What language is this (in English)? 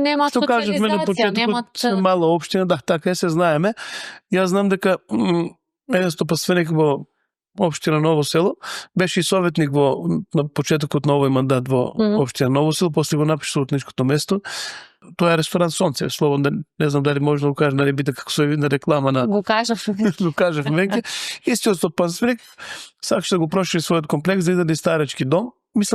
Macedonian